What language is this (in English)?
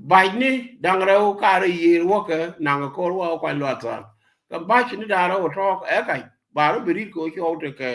Nuer